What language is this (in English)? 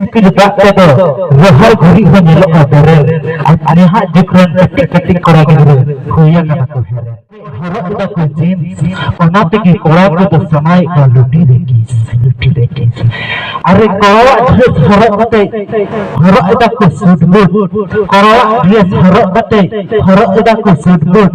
Santali